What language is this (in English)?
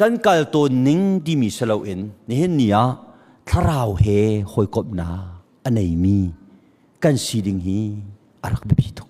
Hakha Chin